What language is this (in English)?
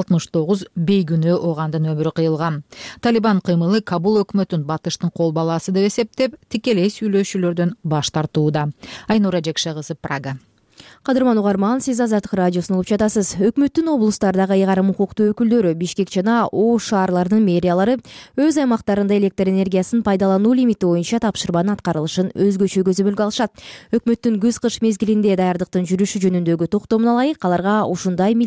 Kyrgyz